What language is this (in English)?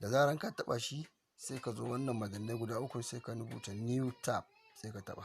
Hausa